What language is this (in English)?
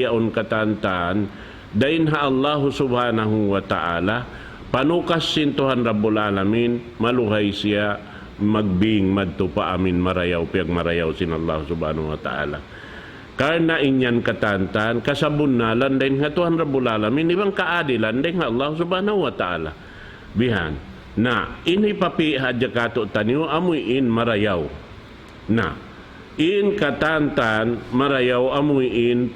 Tausug